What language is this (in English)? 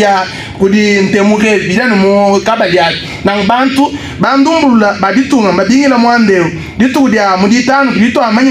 Luba-Lulua